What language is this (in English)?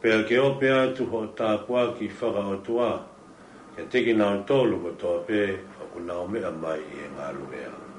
Tongan